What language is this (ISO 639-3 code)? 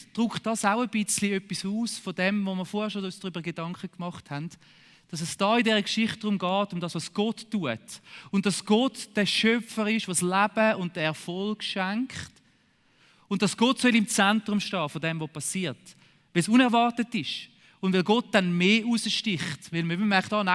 gsw